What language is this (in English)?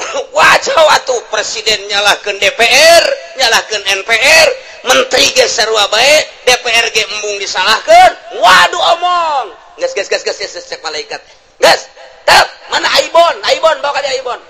Sundanese